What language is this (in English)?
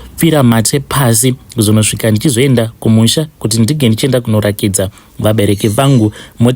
Shona